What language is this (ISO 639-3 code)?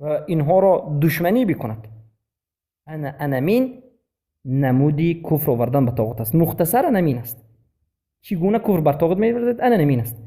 fas